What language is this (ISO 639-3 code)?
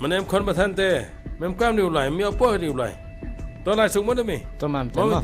kha